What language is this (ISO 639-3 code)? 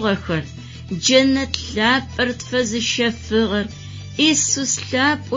ady